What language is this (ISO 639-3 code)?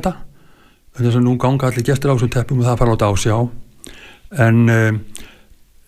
isl